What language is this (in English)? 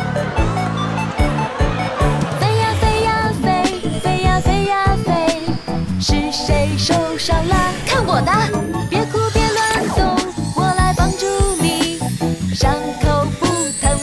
Chinese